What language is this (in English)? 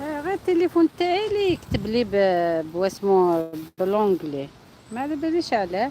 Algerian Arabic